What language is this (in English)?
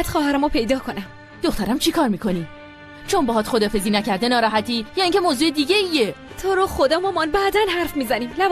Persian